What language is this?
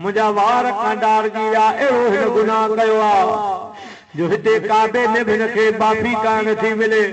Sindhi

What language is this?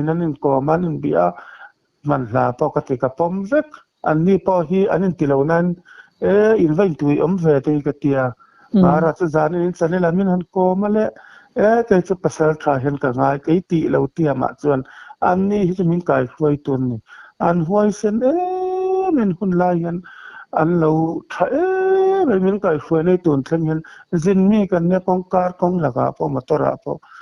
Mizo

